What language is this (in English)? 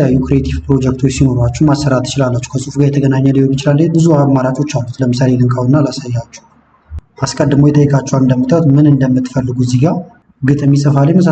Amharic